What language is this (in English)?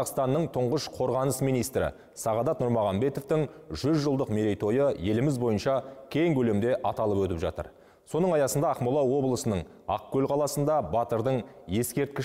Kazakh